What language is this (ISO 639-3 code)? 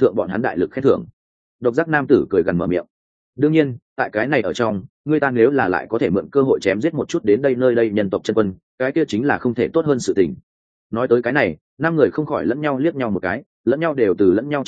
vie